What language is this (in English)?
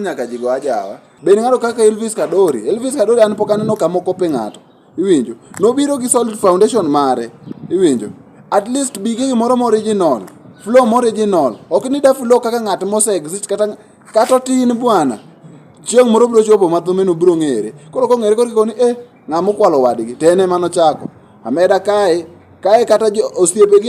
Luo (Kenya and Tanzania)